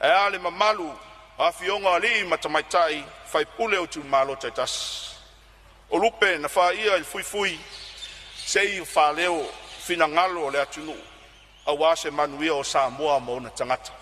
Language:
Samoan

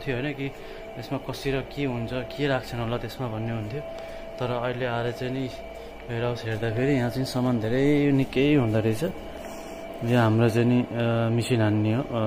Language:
Nepali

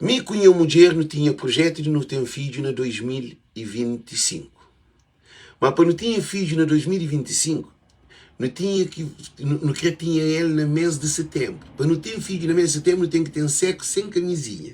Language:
Kabuverdianu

